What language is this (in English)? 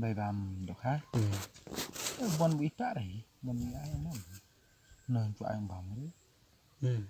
Khasi